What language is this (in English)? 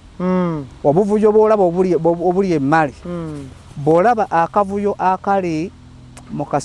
Ganda